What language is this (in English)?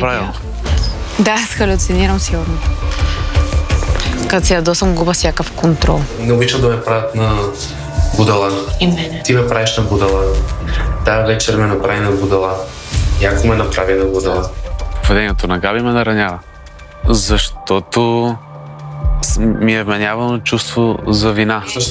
Bulgarian